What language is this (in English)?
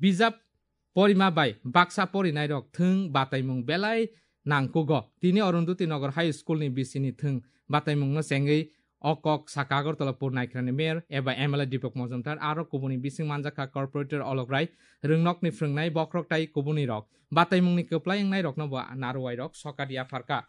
Kok Borok